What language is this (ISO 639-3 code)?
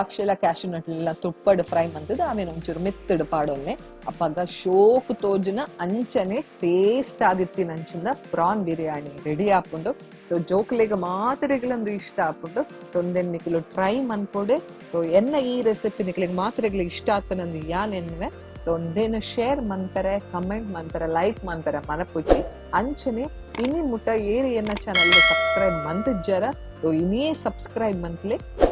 tcy